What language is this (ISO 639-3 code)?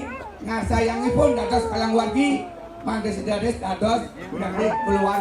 ban